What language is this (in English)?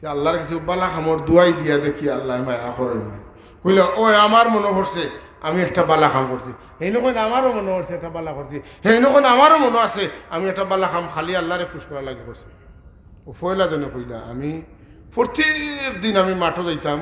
Sylheti